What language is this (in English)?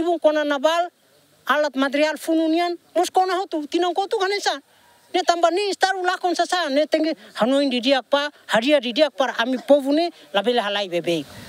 Tetum